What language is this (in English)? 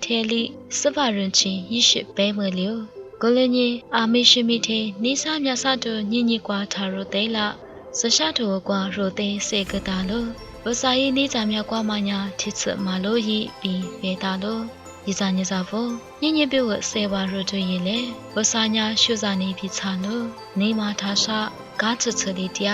Lisu